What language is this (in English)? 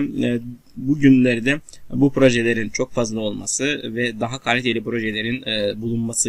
Turkish